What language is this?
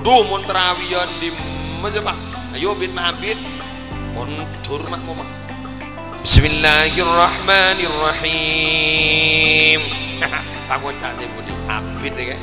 Madurese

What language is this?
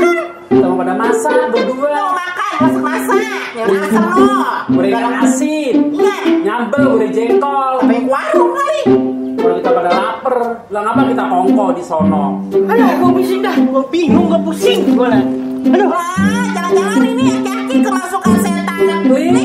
Betawi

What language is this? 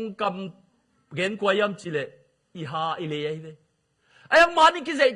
Tedim Chin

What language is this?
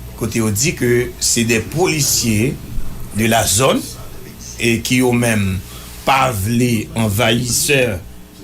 Haitian Creole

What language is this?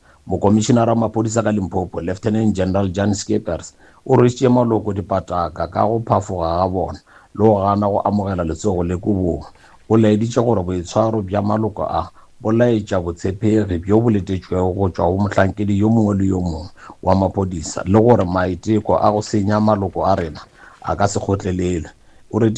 Northern Sotho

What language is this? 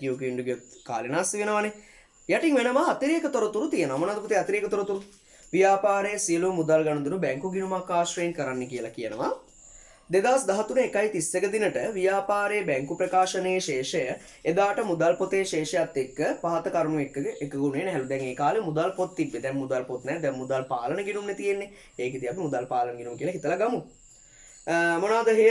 Sinhala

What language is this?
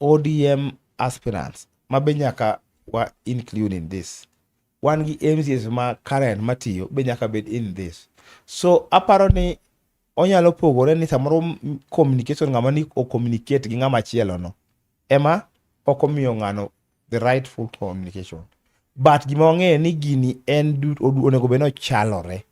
Luo (Kenya and Tanzania)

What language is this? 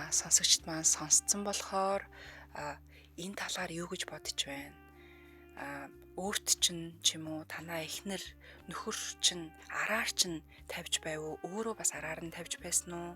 Mongolian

